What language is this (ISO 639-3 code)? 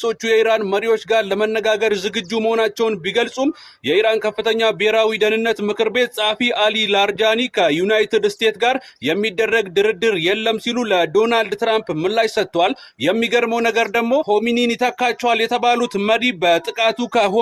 amh